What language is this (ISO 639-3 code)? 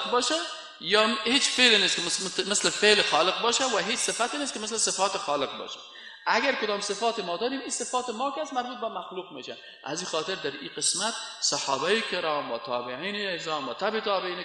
fas